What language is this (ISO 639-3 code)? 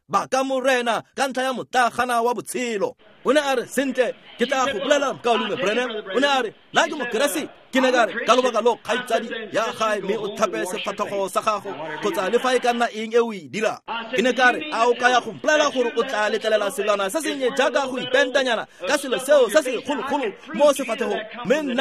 tsn